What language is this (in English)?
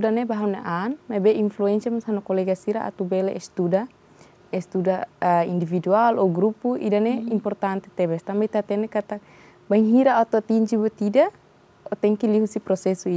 Tetum